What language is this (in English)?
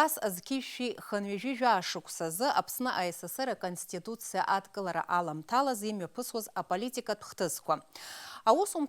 Abkhazian